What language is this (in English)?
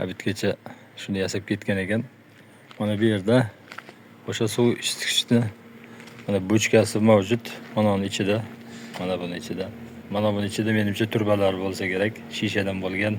Uzbek